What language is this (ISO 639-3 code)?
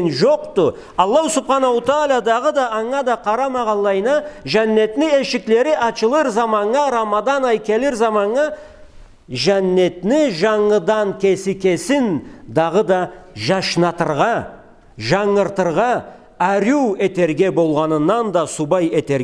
krc